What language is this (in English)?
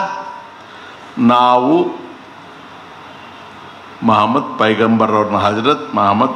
Kannada